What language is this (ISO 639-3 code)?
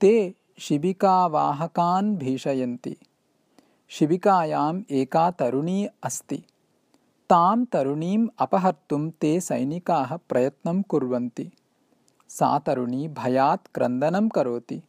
san